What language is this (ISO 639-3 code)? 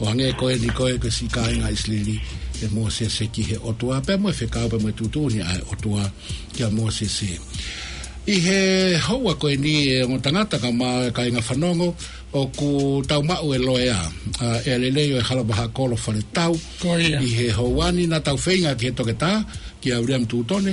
ton